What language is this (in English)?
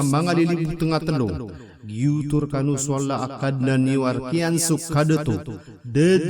Maranao